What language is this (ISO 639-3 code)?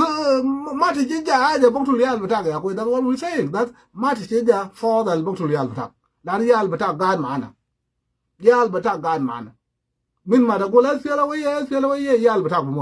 pga